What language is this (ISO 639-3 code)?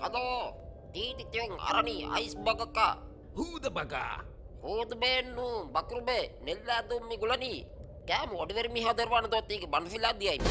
div